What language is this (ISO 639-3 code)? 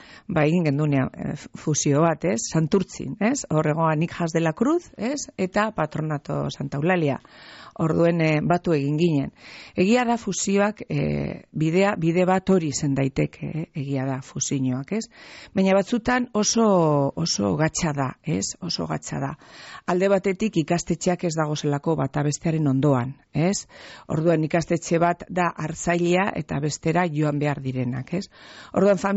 eus